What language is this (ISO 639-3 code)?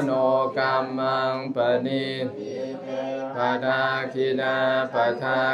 pli